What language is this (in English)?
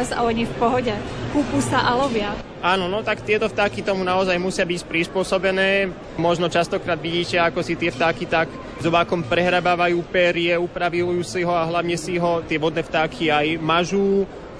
Slovak